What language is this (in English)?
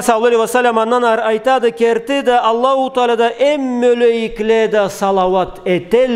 Karachay-Balkar